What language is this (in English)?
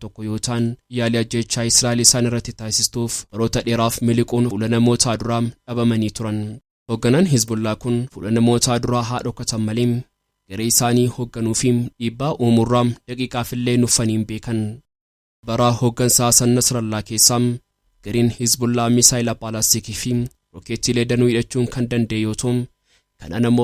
Oromo